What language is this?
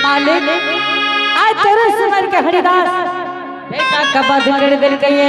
Angika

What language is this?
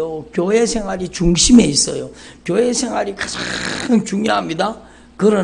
Korean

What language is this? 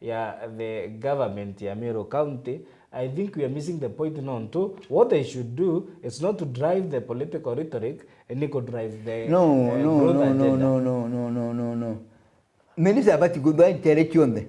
Meru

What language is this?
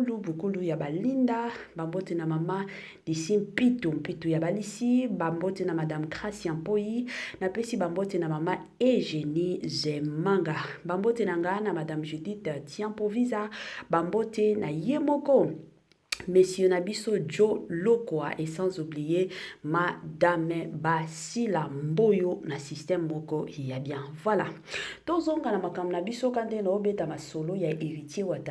Lingala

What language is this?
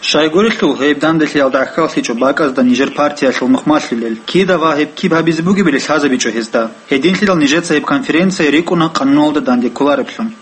Avaric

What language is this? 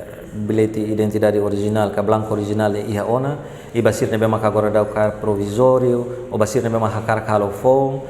Tetum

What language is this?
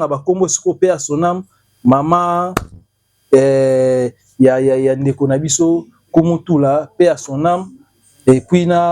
Lingala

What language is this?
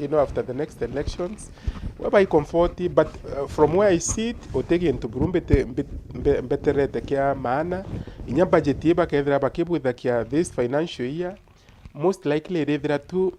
Meru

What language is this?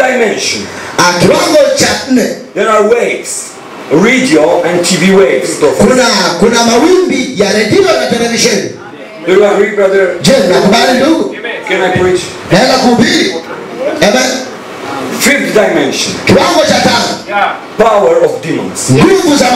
Swahili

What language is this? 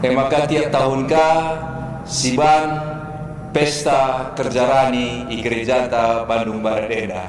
Batak Karo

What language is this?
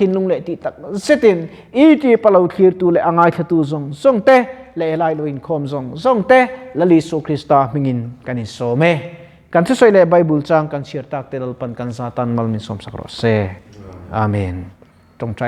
Mizo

